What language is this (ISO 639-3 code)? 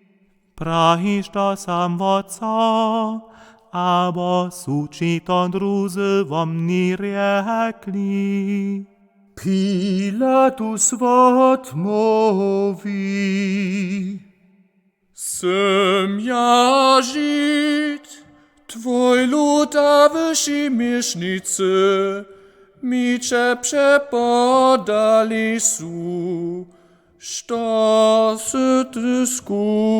hsb